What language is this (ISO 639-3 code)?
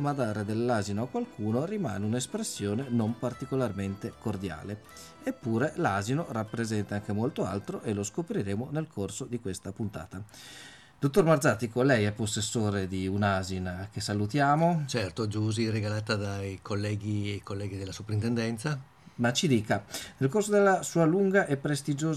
ita